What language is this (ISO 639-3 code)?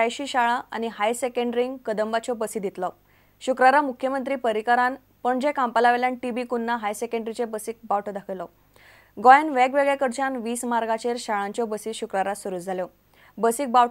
kok